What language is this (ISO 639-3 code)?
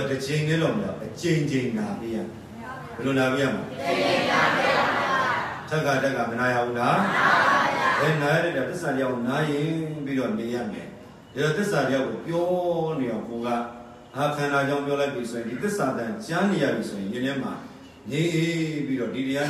mya